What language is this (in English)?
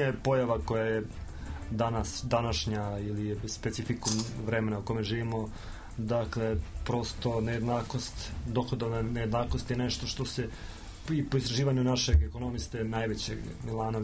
Serbian